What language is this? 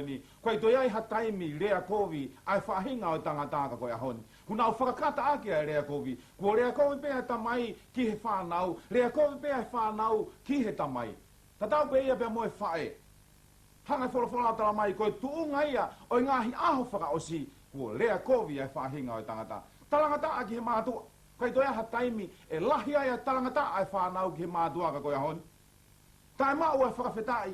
Tongan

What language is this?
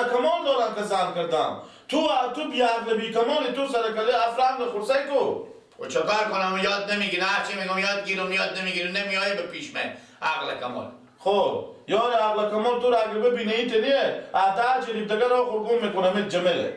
Persian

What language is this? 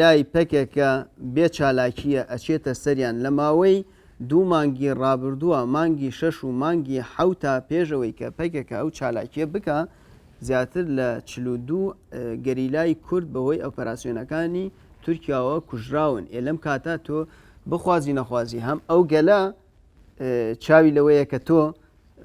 Central Kurdish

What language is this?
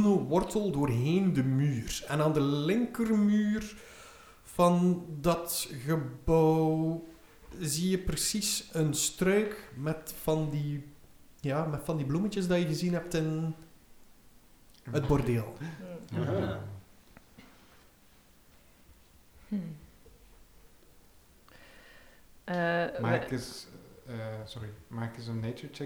Dutch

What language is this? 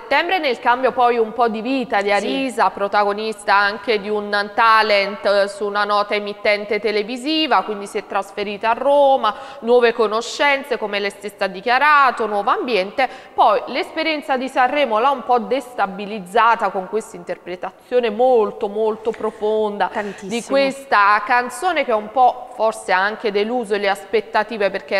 Italian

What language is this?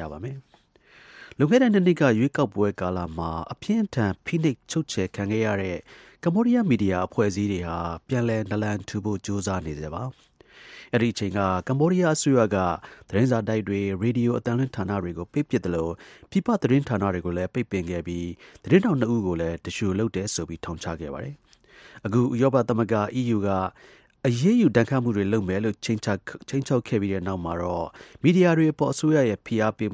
Burmese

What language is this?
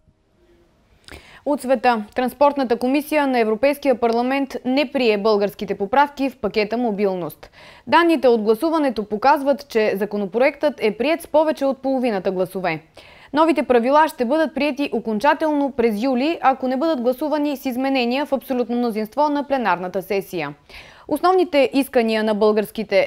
Bulgarian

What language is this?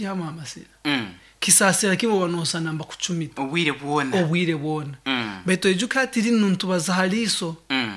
Nyankole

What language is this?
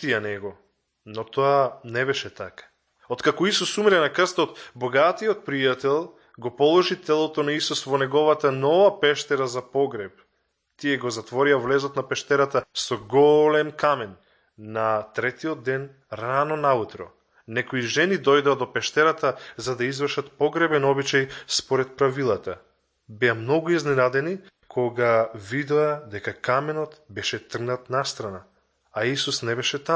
Macedonian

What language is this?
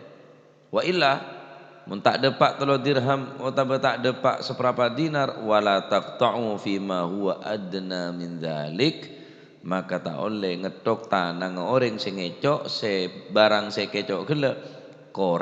Madurese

